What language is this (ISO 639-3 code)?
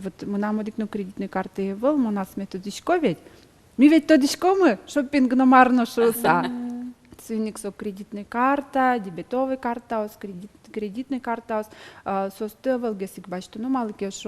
udm